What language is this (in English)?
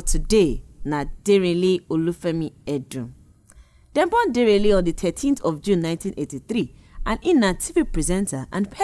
Nigerian Pidgin